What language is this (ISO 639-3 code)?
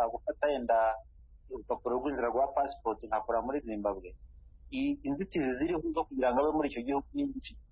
kin